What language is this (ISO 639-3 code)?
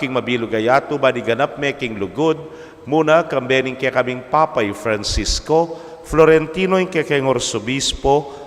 pam